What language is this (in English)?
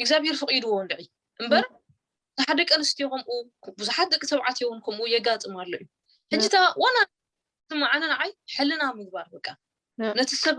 Tigrinya